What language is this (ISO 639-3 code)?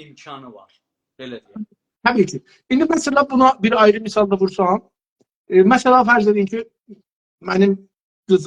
azb